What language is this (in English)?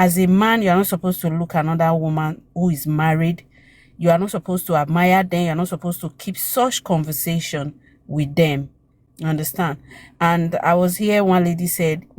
Nigerian Pidgin